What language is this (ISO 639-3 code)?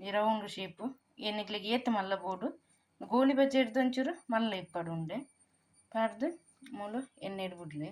tcy